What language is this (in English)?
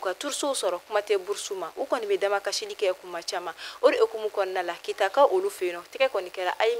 Bambara